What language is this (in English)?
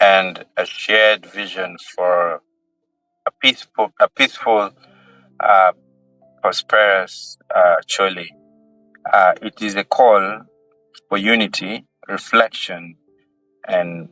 Acoli